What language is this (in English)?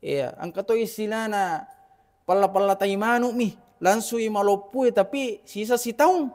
Buginese